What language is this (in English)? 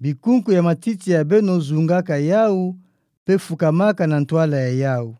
Kituba (Democratic Republic of Congo)